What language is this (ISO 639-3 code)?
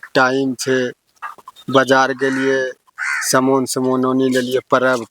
anp